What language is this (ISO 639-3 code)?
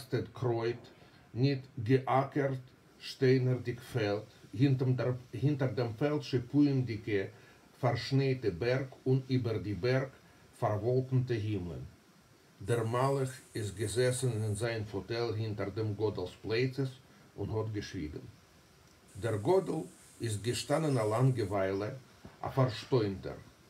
yid